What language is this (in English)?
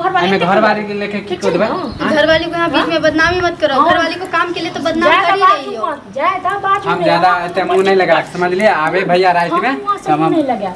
Maithili